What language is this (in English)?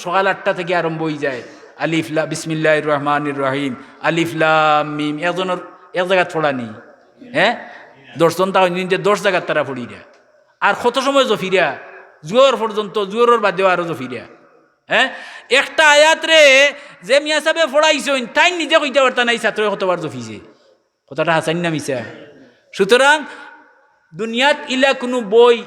Sylheti